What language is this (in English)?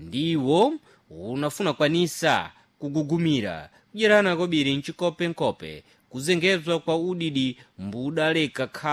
Sena